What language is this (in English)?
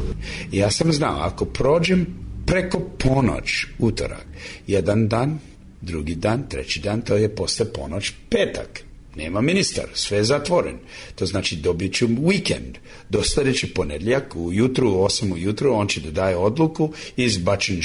Serbian